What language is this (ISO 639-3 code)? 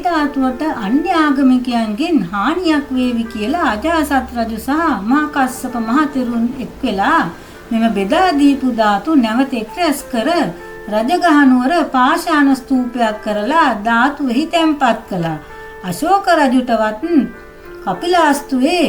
sin